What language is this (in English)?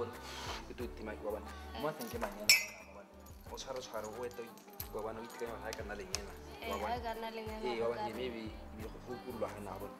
Tswana